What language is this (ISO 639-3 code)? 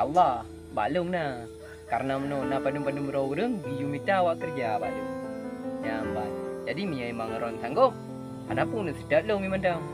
ace